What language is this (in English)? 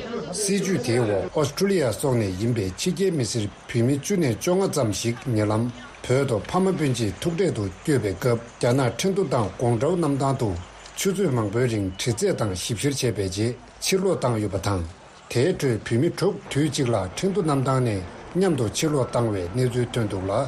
Tibetan